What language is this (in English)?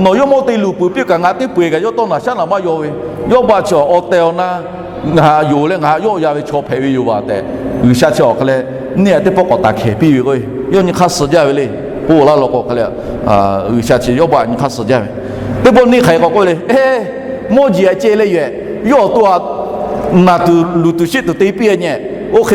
Lahu